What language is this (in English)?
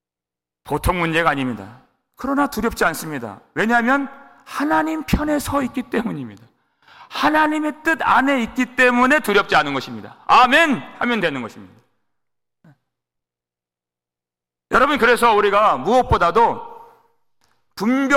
Korean